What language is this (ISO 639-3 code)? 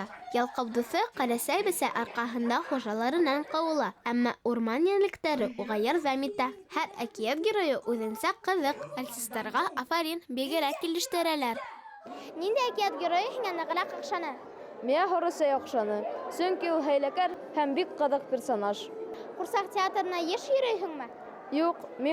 bak